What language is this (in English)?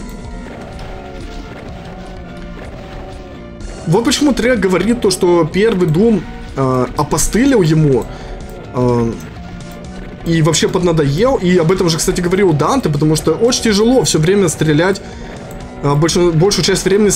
Russian